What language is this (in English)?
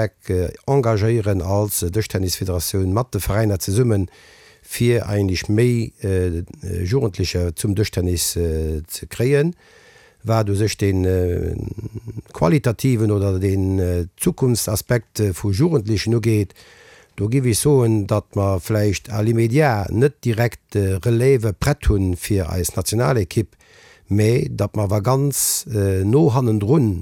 Luxembourgish